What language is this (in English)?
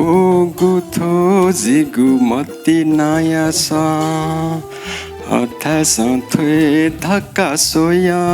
Newari